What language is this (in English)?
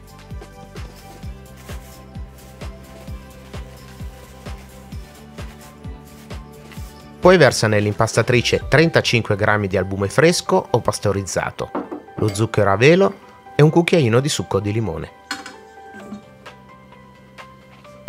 Italian